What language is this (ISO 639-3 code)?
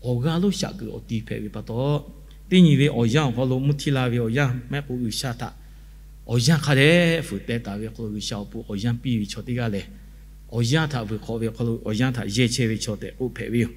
lhu